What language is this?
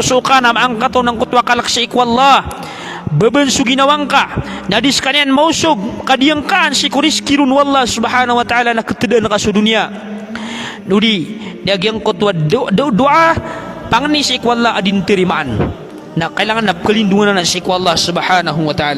Maranao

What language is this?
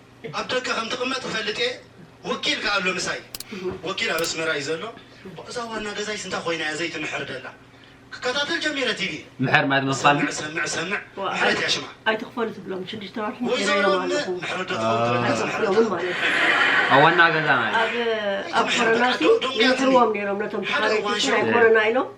Tigrinya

